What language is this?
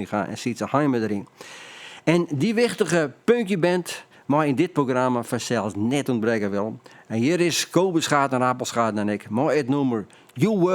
Western Frisian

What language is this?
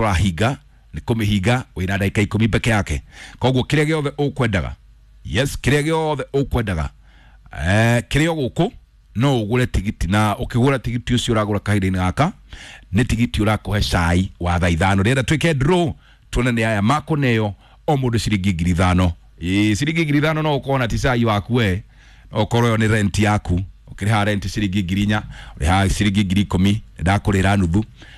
Kikuyu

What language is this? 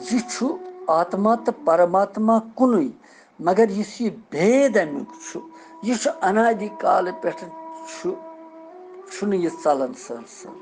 Kashmiri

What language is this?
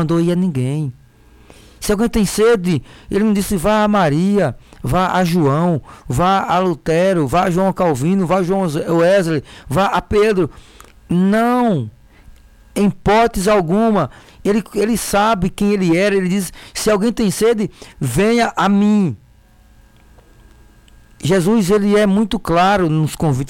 Portuguese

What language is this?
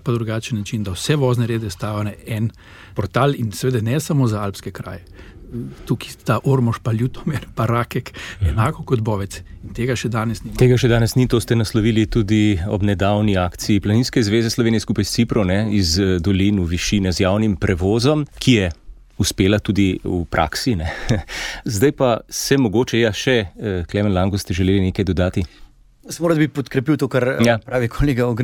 Slovenian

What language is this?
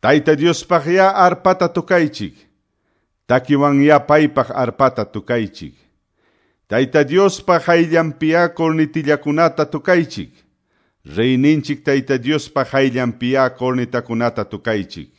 Quechua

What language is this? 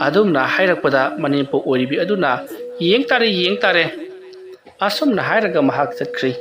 Manipuri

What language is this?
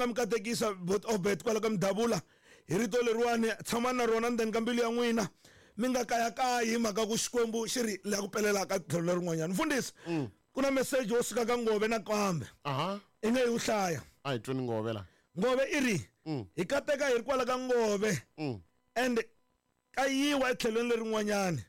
Tsonga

